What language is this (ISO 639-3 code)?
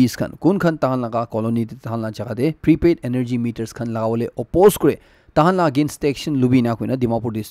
nag